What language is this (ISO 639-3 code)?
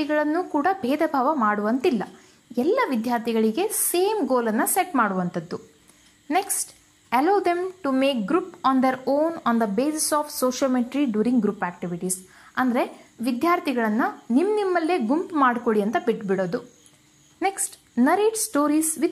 kan